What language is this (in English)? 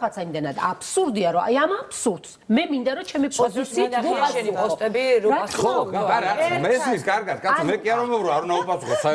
Georgian